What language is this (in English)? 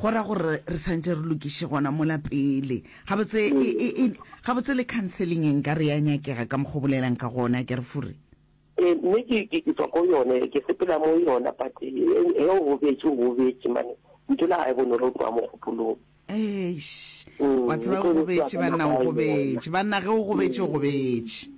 Northern Sotho